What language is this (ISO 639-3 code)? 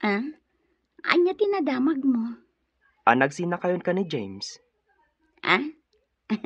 ilo